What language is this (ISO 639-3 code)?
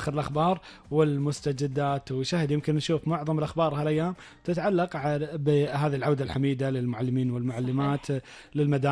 afb